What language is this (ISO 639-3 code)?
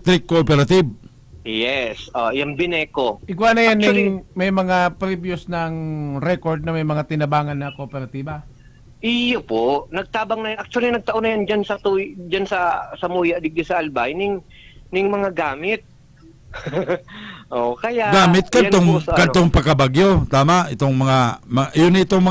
bik